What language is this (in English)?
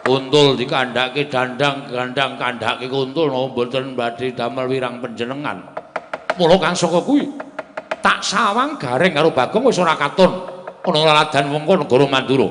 Javanese